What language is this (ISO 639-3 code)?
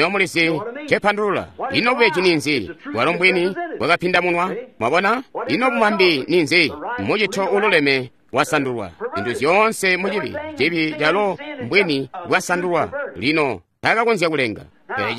toi